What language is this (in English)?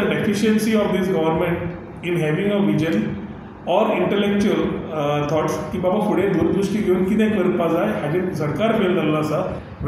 Konkani